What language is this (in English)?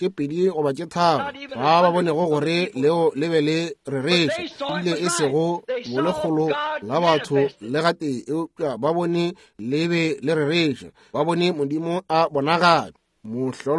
Northern Sotho